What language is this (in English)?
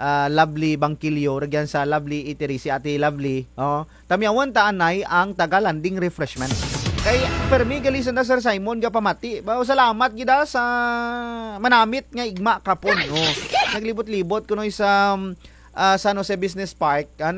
Kinaray-a